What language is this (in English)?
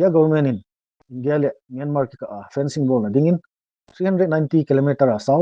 Thado Chin